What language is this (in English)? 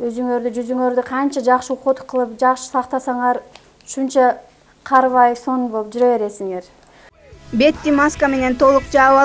Kyrgyz